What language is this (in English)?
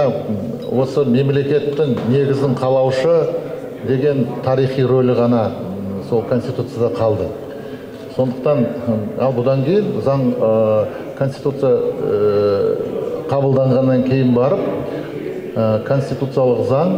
Kazakh